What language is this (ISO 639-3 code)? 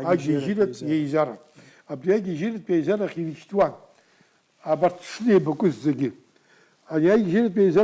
abk